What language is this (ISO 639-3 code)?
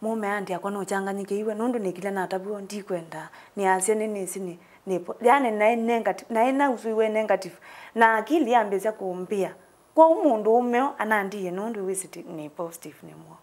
kam